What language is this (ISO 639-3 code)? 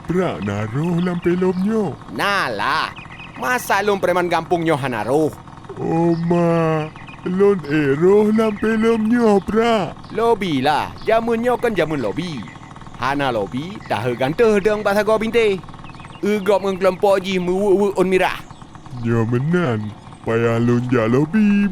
ace